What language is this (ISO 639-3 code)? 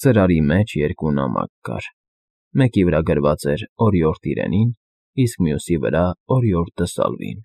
hye